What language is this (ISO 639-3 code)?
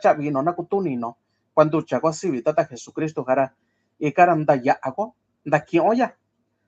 mix